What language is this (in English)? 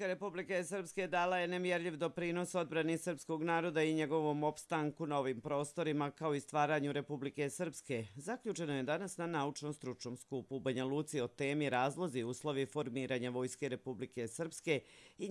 Croatian